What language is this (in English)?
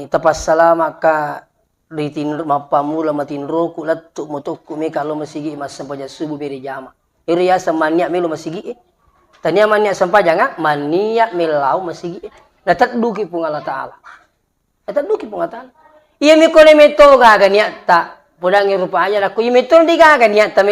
Buginese